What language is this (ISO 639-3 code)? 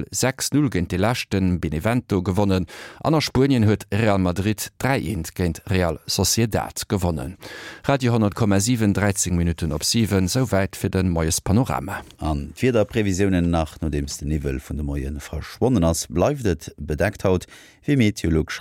ltz